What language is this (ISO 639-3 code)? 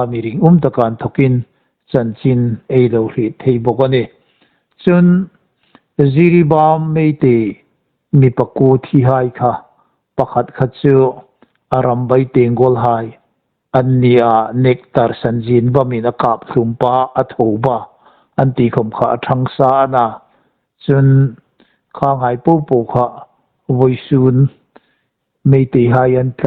hmr